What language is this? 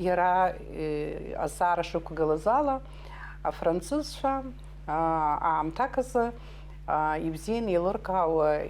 Abkhazian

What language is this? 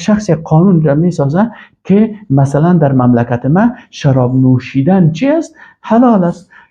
Persian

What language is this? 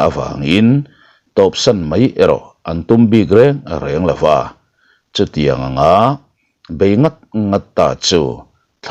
Mizo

